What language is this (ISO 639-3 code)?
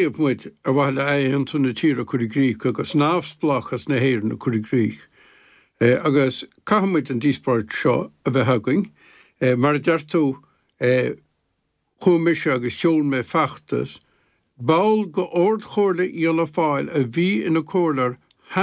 gle